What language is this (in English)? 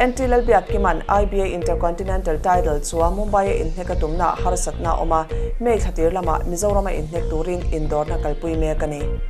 Mizo